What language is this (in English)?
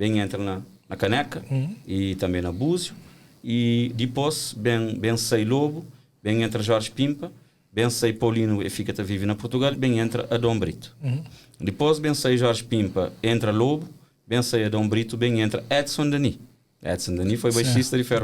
Kabuverdianu